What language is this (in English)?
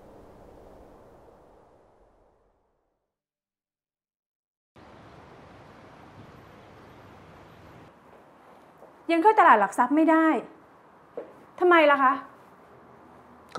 Thai